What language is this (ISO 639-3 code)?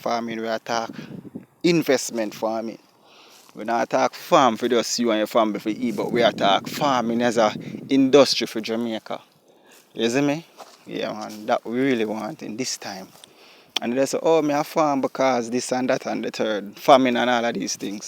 jam